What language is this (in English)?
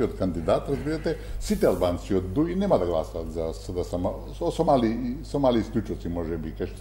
Macedonian